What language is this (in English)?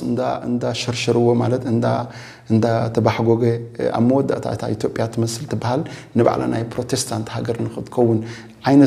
Tigrinya